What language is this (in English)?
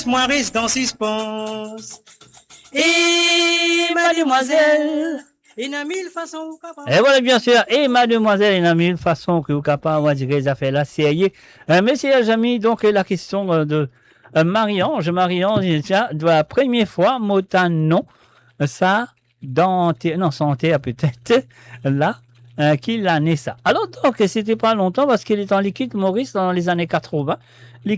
Morisyen